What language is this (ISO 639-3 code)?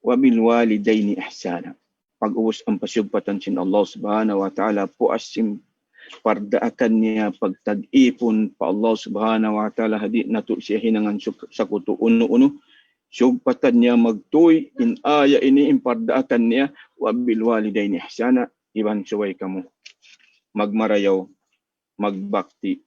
tsg